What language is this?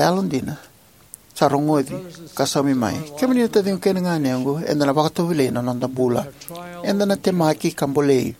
Fijian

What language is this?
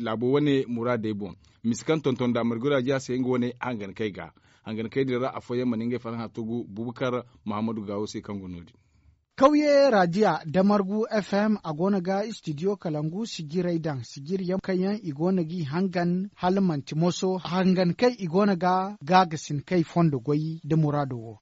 Zarma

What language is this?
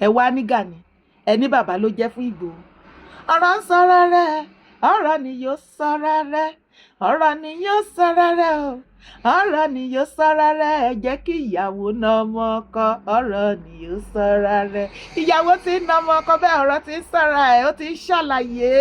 Yoruba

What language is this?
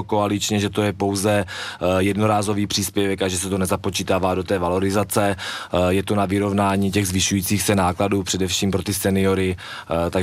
Czech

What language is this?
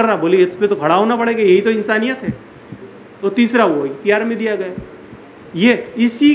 Urdu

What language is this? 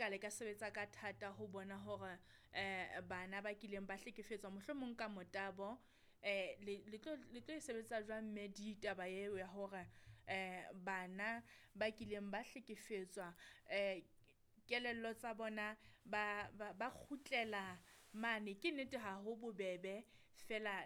Southern Sotho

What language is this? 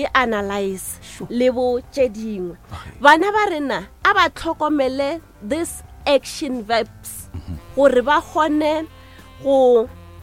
Northern Sotho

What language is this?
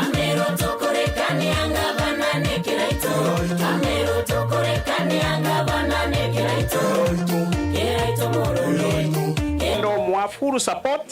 Meru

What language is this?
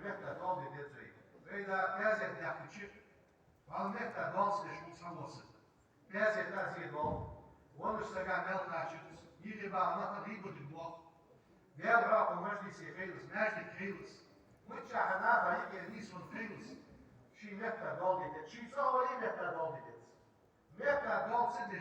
Ingush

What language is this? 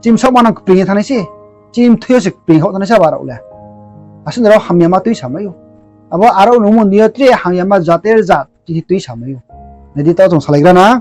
Riang (India)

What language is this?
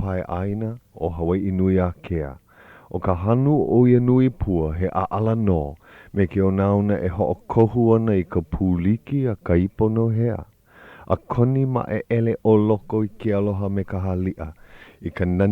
Hawaiian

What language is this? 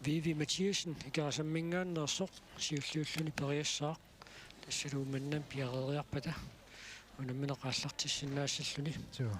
Kalaallisut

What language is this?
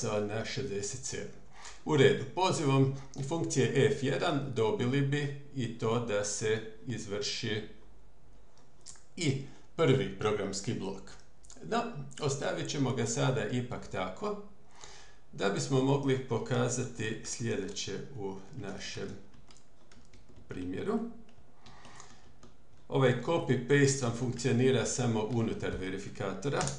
Croatian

